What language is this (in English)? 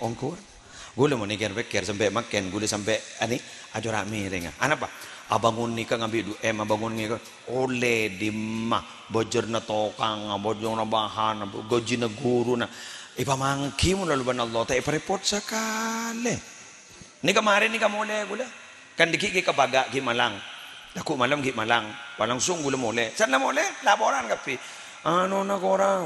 Madurese